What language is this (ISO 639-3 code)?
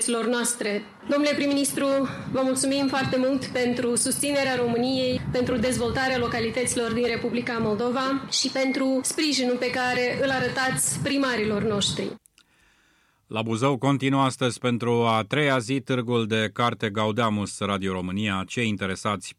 ron